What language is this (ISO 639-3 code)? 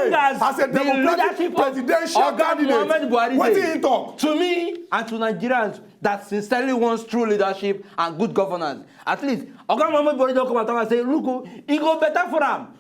pcm